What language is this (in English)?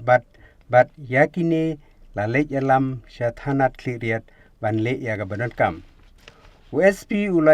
Khasi